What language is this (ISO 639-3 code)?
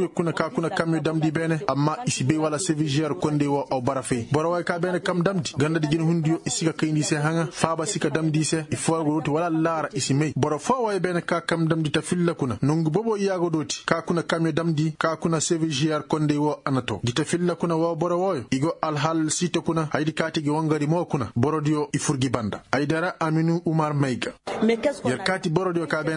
ses